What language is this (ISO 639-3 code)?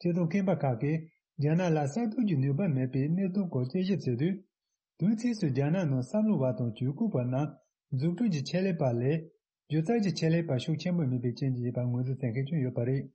bod